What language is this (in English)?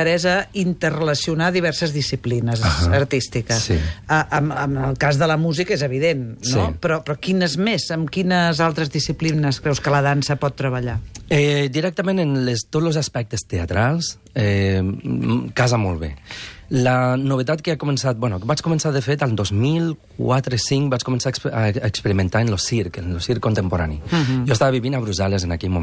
Catalan